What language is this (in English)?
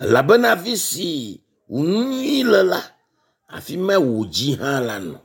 Ewe